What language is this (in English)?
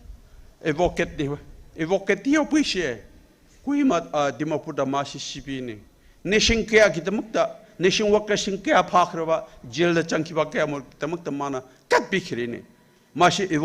Tangkhul Naga (India)